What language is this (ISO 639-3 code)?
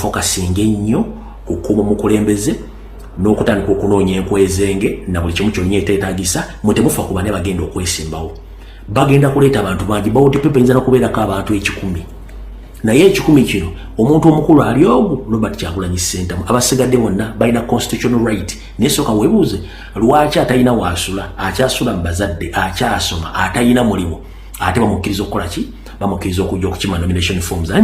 lug